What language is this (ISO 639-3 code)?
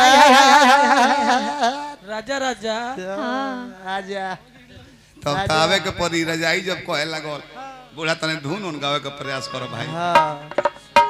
bho